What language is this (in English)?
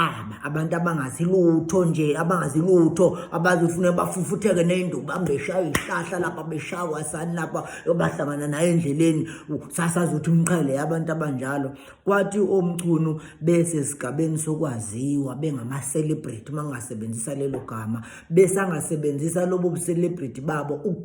Zulu